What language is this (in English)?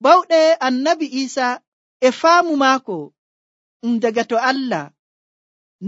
Nigerian Fulfulde